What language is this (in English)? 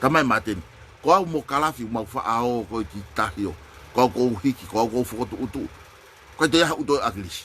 Tongan